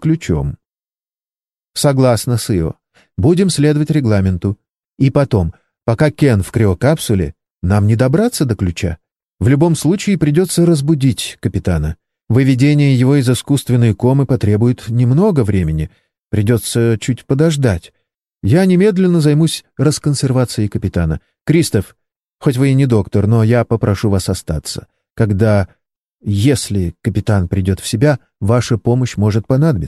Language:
Russian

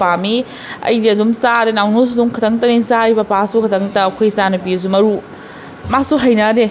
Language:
Manipuri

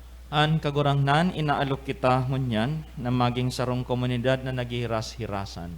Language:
Bikol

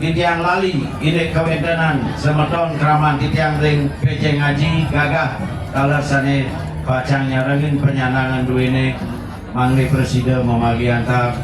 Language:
Balinese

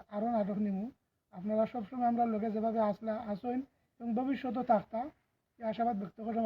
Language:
Sylheti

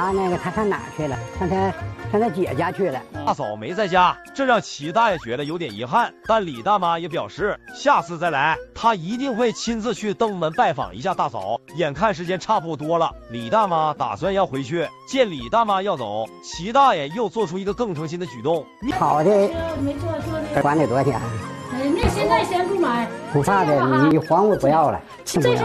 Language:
Chinese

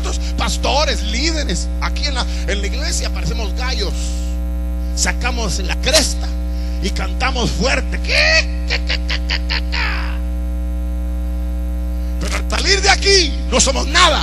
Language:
Spanish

